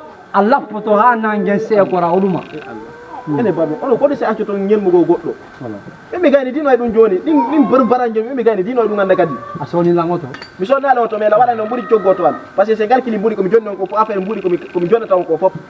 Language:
Fula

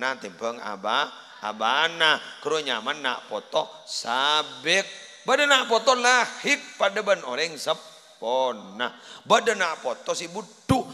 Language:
Madurese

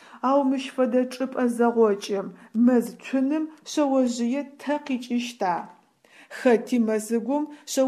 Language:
Adyghe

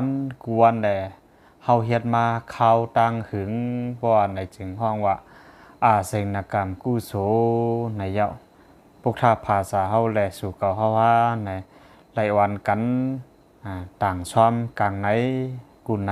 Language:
Shan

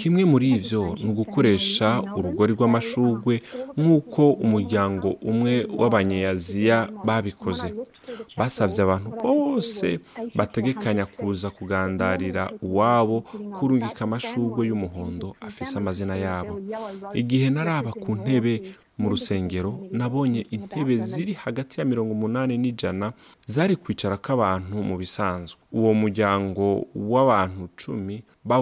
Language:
Rundi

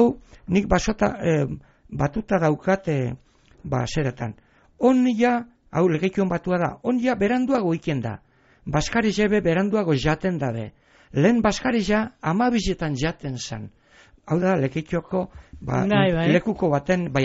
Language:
Basque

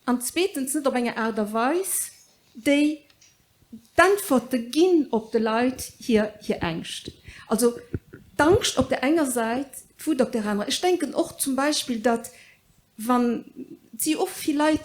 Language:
Luxembourgish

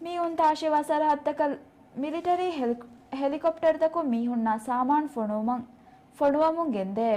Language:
Divehi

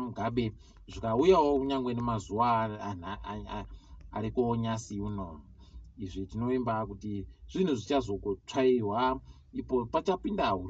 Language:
Ndau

